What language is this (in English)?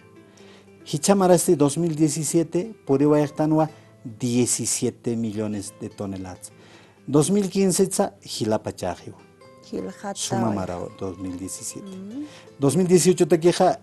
Aymara